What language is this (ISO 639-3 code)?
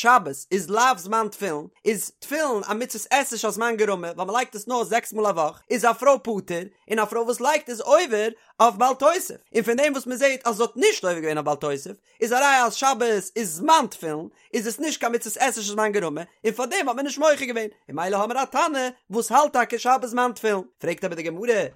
yid